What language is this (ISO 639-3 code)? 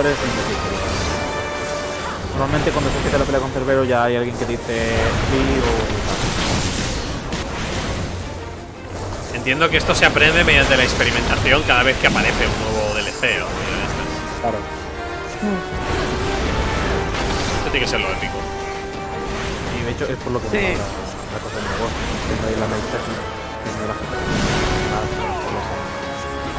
spa